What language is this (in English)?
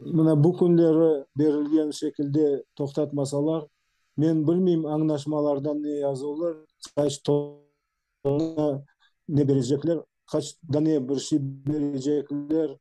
Crimean Tatar